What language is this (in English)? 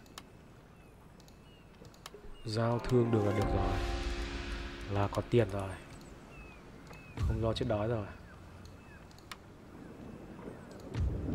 Vietnamese